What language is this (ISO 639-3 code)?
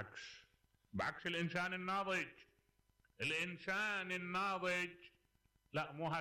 acm